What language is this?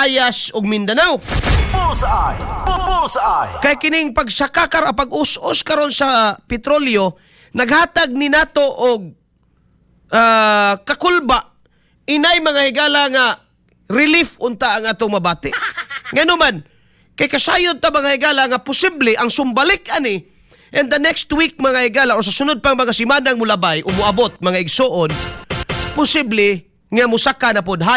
Cebuano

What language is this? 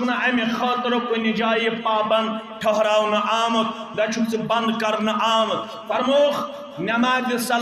Kashmiri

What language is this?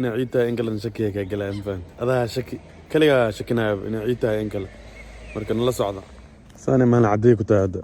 Somali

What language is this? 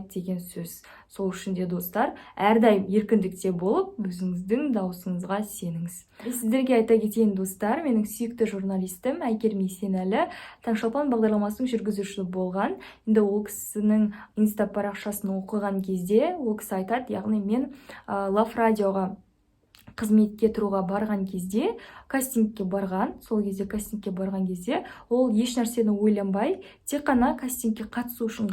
Kazakh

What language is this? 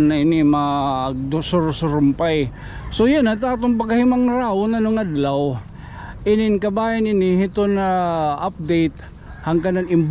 Waray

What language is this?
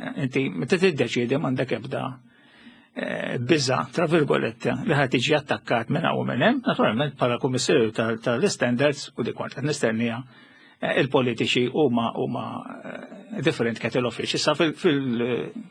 Maltese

